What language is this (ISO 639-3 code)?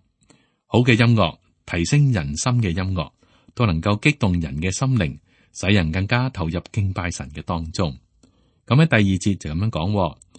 yue